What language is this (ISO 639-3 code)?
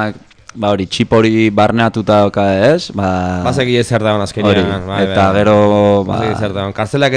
eus